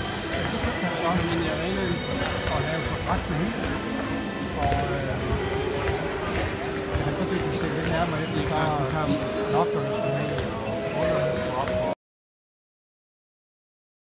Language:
Danish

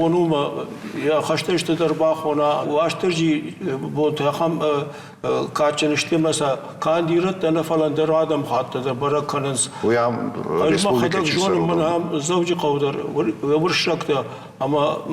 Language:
Ossetic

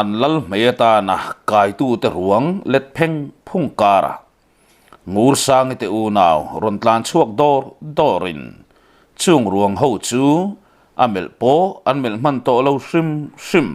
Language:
Mizo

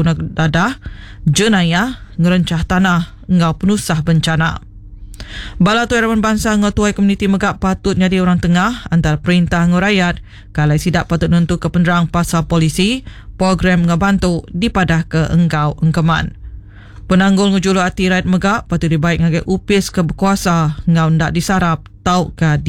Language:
Iban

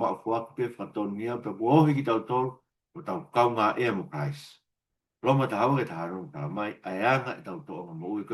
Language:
Tongan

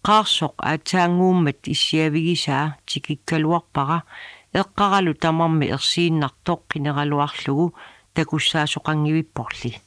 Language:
Kalaallisut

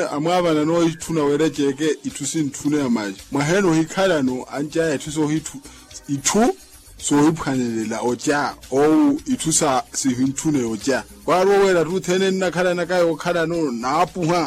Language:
Makhuwa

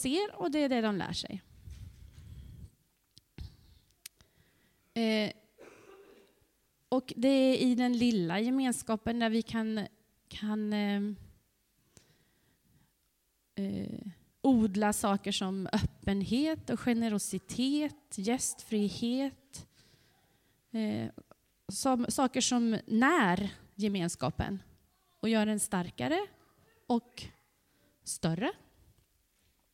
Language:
Swedish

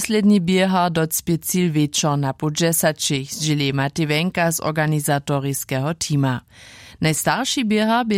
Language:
Upper Sorbian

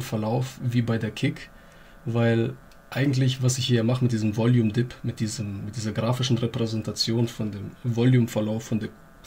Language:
German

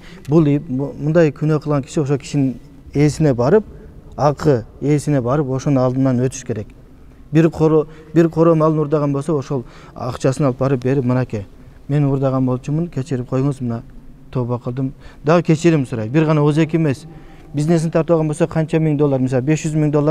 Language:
Kyrgyz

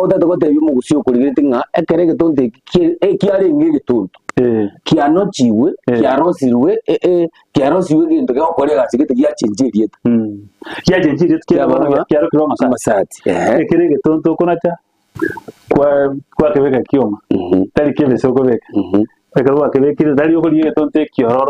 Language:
Gusii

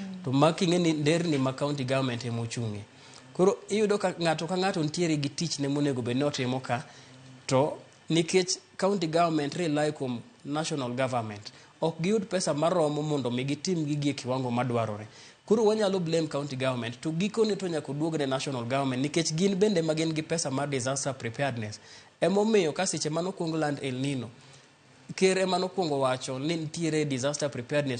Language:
Luo (Kenya and Tanzania)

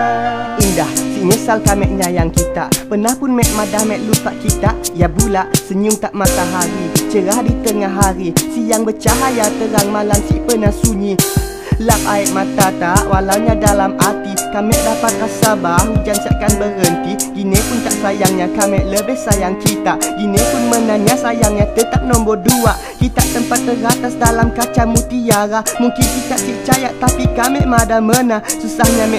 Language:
Malay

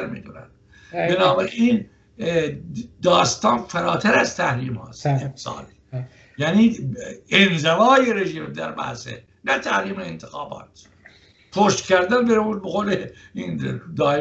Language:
Persian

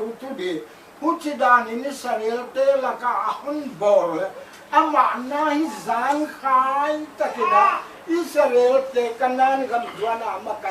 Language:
Paite Chin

